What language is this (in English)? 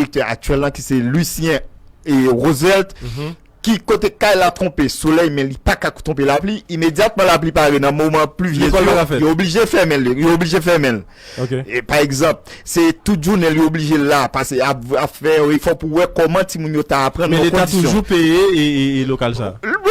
Haitian Creole